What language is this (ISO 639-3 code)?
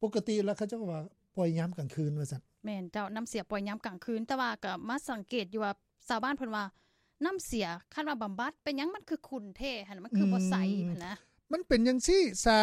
lao